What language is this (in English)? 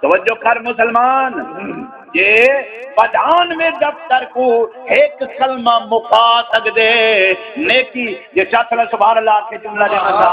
Saraiki